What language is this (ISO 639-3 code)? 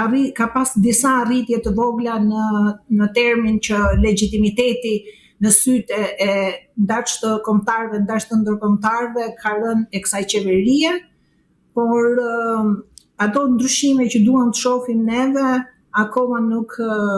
sqi